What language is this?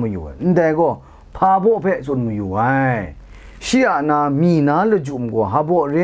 Kachin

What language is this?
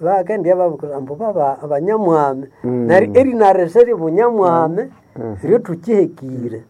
Nande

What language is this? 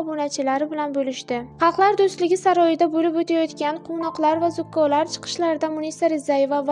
Uzbek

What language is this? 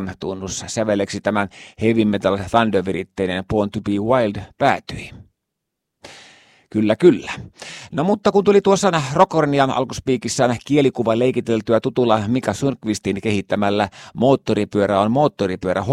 Finnish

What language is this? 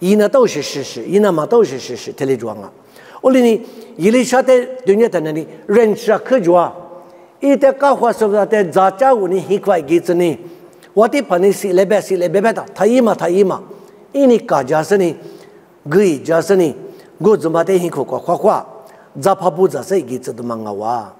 Lisu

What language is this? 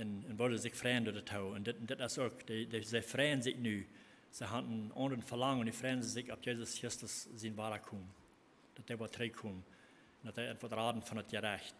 Plautdietsch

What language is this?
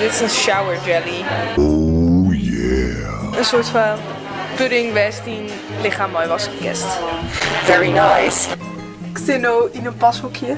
Western Frisian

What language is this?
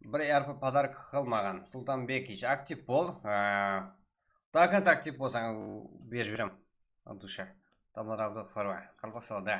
Kara-Kalpak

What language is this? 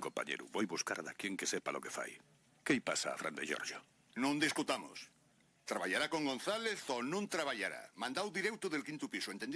Asturian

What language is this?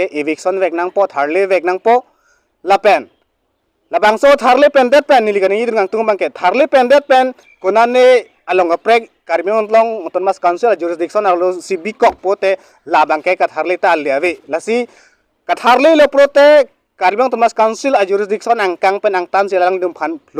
Karbi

